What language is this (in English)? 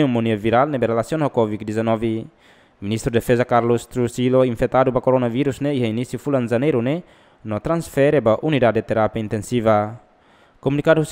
Tetum